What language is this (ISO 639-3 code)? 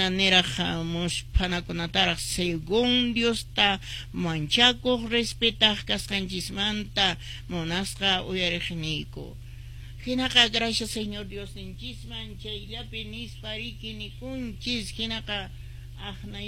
que